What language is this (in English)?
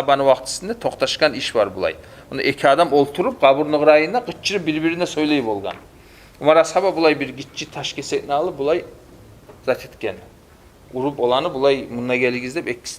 Kumyk